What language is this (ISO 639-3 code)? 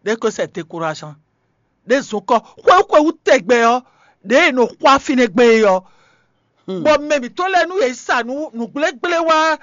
fon